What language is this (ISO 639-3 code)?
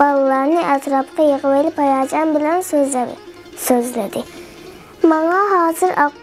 uig